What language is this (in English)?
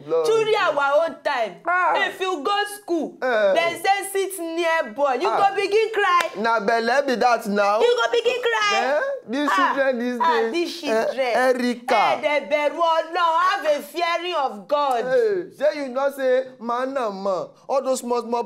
Nigerian Pidgin